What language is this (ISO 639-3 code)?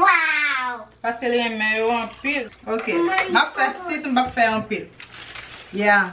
hat